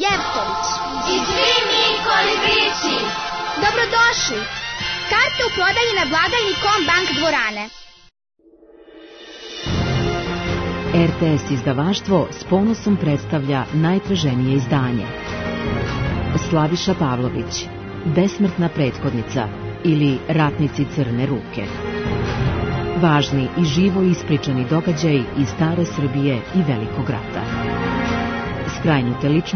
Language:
Serbian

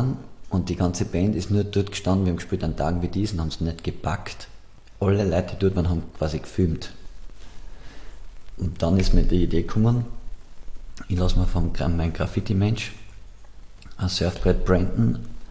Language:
German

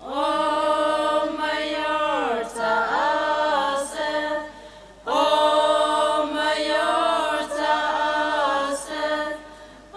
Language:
Tangkhul Naga (India)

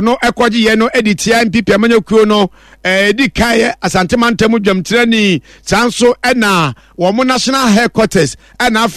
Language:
Akan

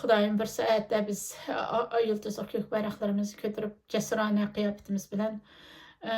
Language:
Uyghur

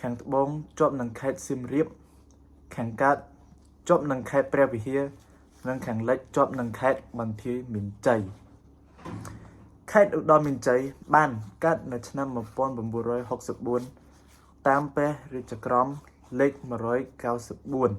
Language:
Khmer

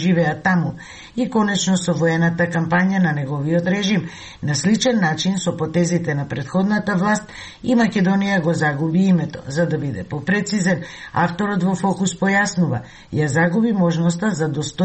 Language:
Macedonian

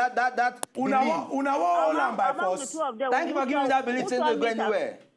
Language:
Nigerian Pidgin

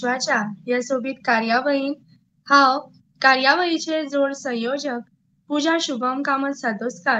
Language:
Konkani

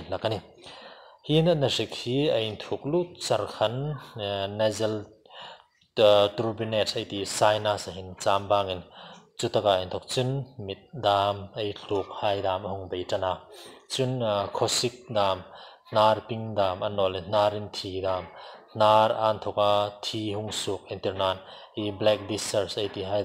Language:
Hmar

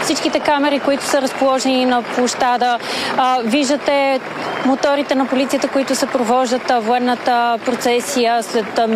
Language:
Bulgarian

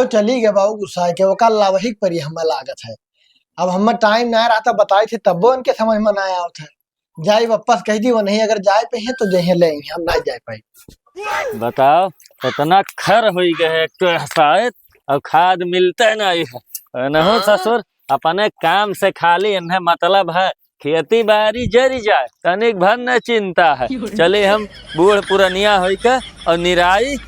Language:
Awadhi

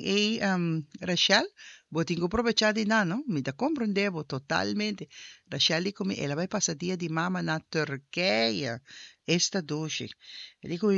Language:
Papiamento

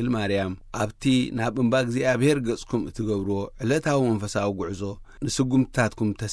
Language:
Tigrinya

